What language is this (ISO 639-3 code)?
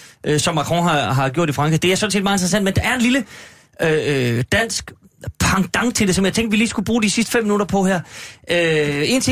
dan